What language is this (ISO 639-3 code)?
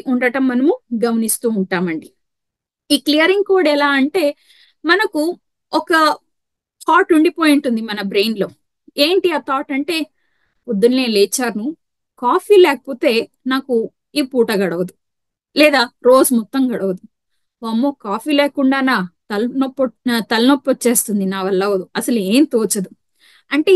tel